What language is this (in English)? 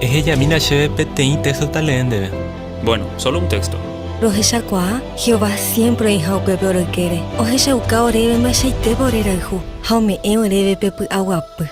Guarani